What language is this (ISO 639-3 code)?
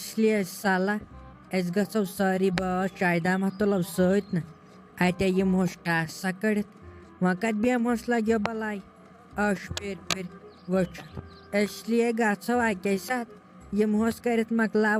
kas